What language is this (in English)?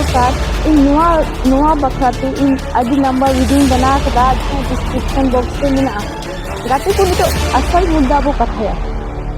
Santali